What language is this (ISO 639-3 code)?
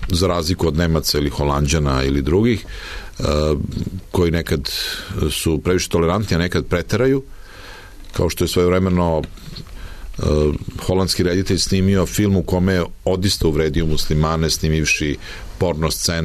srp